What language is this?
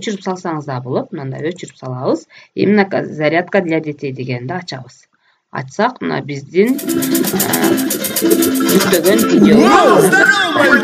Kyrgyz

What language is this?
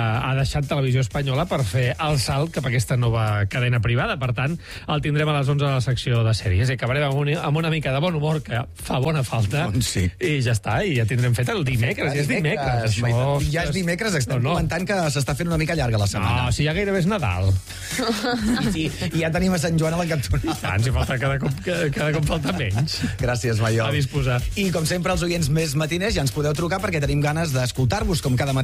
Catalan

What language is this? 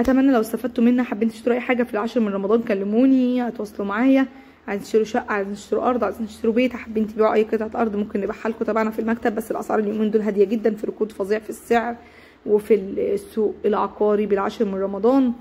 Egyptian Arabic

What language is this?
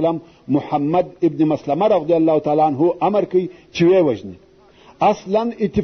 Pashto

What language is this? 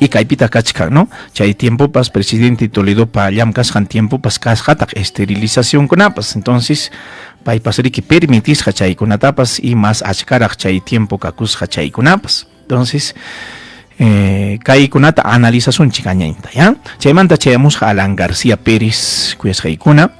Ayacucho Quechua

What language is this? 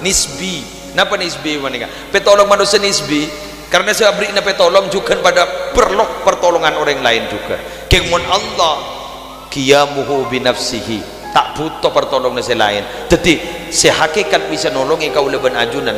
Madurese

